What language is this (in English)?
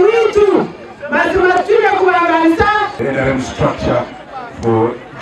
Nyankole